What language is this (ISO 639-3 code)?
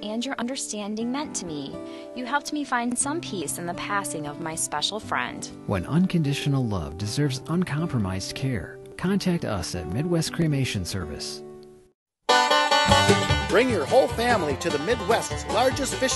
eng